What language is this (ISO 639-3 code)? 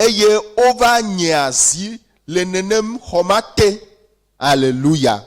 ewe